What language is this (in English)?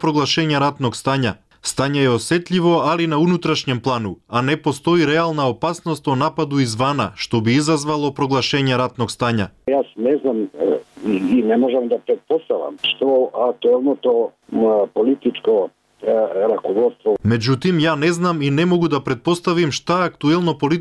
Bosnian